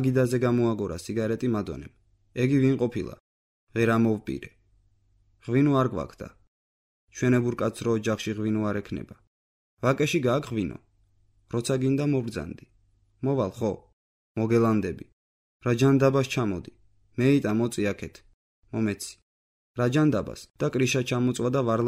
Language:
Georgian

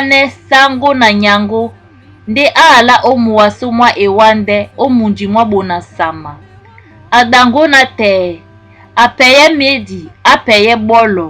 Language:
Duala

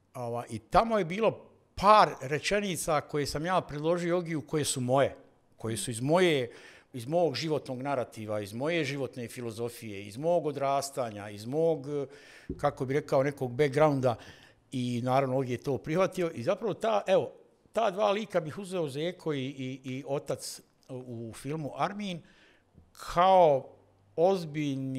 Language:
Bosnian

